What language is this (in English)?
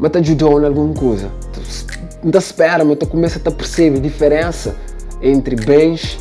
Kabuverdianu